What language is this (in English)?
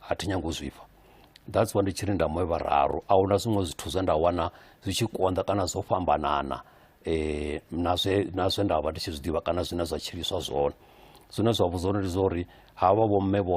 Venda